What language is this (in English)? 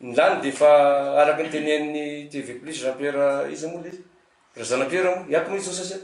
Malagasy